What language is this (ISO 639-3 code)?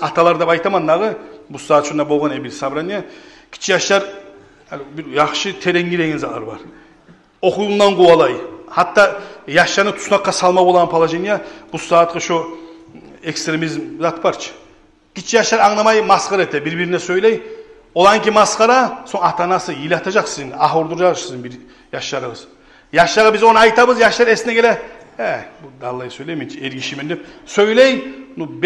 kum